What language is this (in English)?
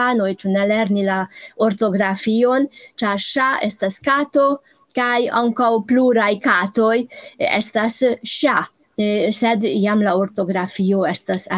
Esperanto